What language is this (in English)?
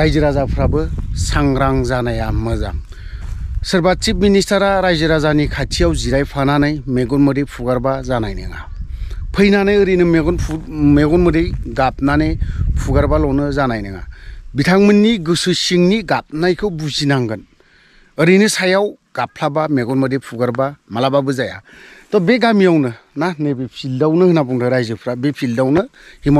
Bodo